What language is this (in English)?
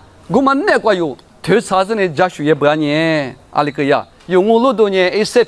Lisu